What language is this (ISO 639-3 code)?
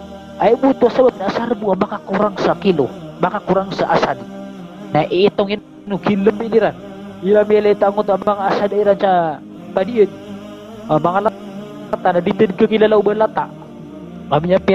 mrw